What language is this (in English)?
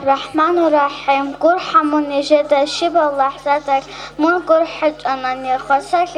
Avaric